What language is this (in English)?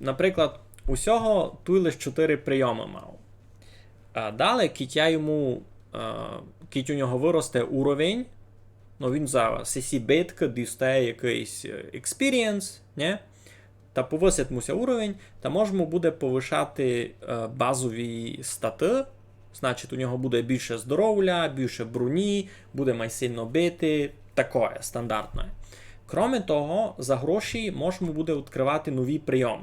Rusyn